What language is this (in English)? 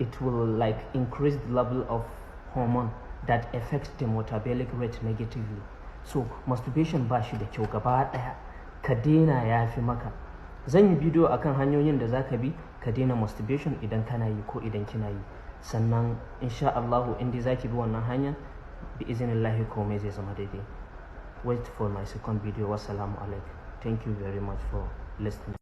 Hausa